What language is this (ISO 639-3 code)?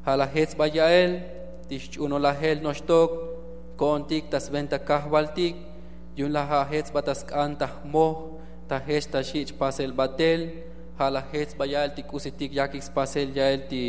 tzo